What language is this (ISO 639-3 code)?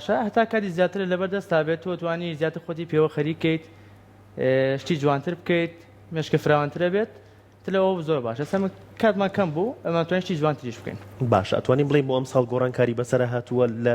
ckb